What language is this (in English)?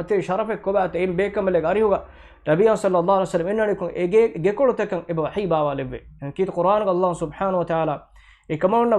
Divehi